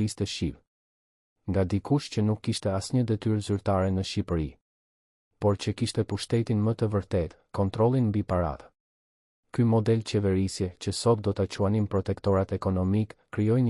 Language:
Albanian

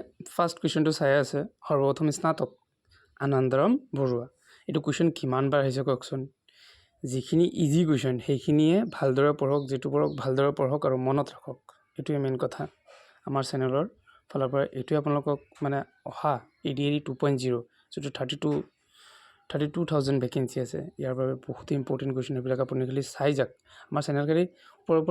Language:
Assamese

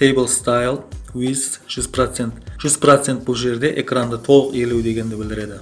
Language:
Kara-Kalpak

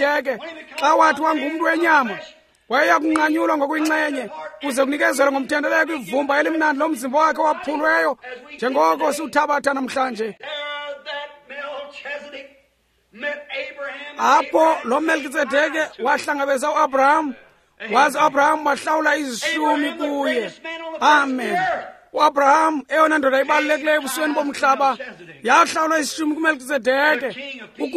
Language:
Xhosa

